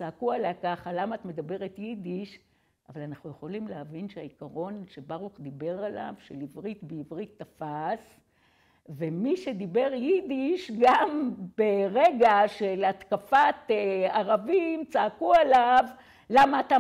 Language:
Hebrew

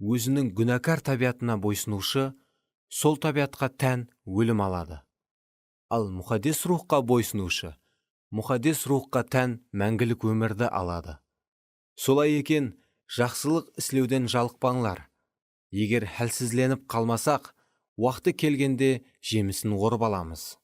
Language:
Kara-Kalpak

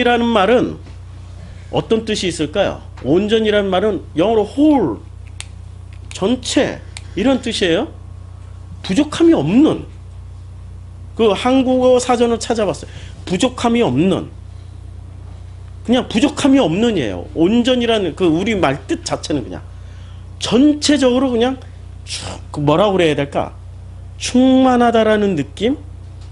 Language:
Korean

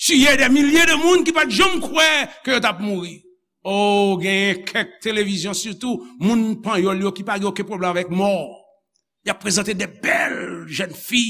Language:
Haitian Creole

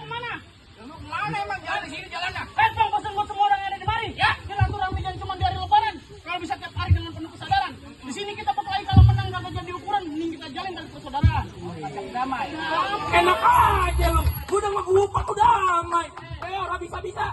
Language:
Betawi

